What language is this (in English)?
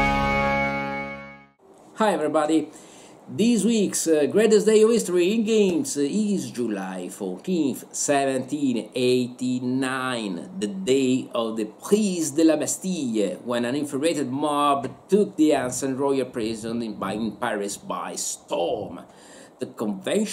English